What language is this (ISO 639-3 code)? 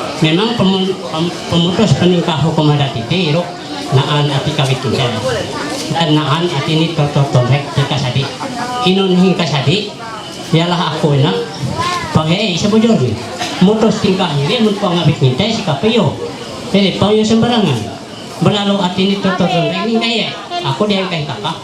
mhy